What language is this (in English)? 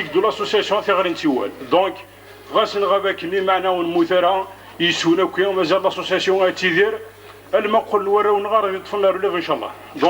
Kabyle